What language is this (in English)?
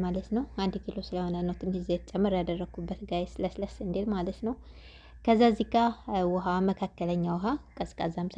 Amharic